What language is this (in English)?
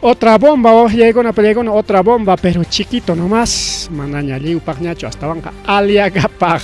Ayacucho Quechua